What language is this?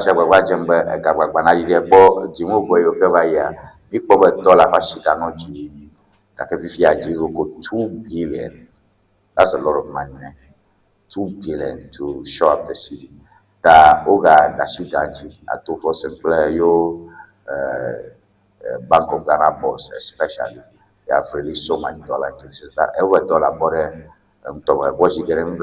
Ewe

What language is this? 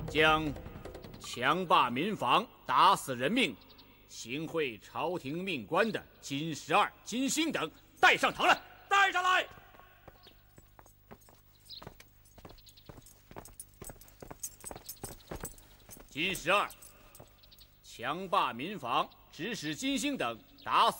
Chinese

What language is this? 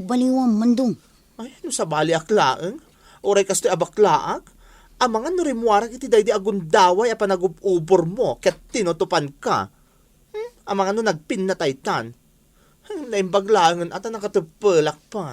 Iloko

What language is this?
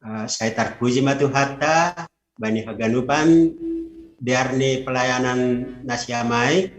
Batak Simalungun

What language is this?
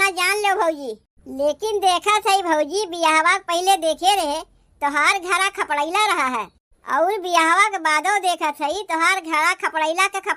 Awadhi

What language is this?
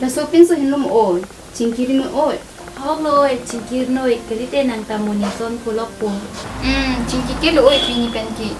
Karbi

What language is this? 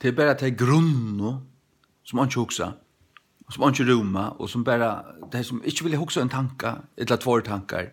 Faroese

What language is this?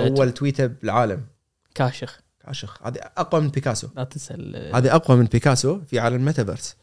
Gulf Arabic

